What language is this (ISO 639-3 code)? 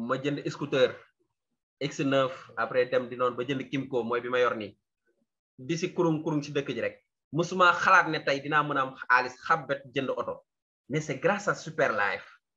wol